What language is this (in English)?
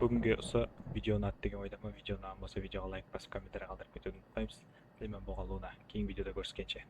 Kara-Kalpak